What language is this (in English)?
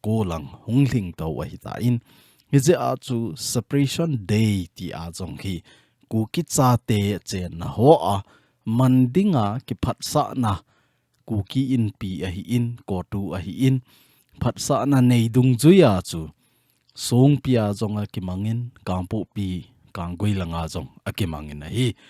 Thado Chin